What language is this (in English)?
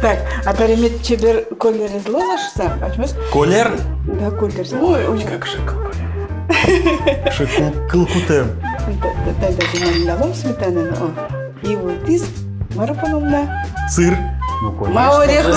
Udmurt